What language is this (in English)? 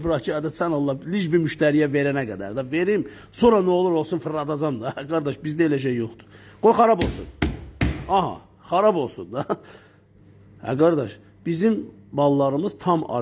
Azerbaijani